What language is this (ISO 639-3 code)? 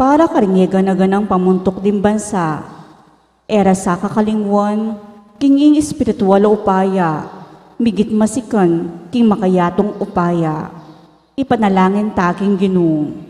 pam